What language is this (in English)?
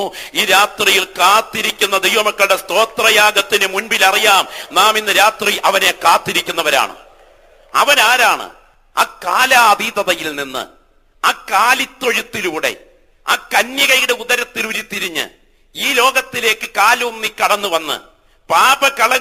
Malayalam